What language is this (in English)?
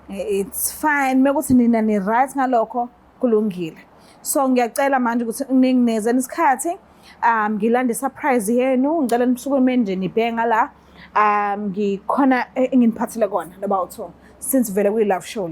Zulu